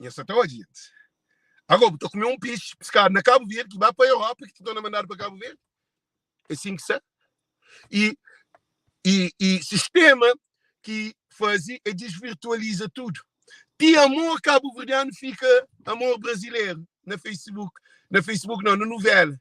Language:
Kabuverdianu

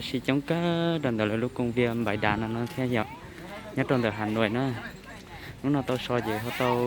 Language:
Hmong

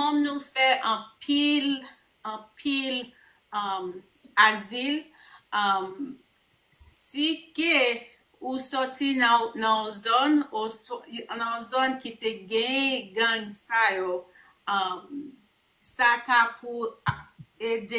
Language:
Haitian Creole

